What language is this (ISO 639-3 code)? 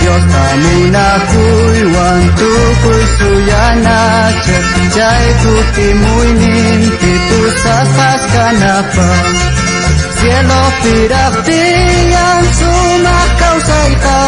quh